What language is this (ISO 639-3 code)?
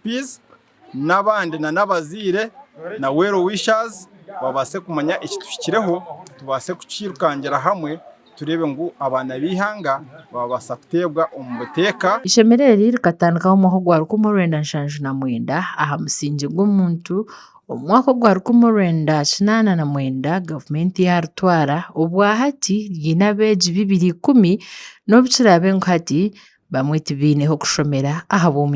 nyn